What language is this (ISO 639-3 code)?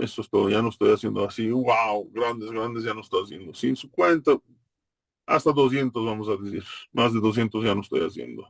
lad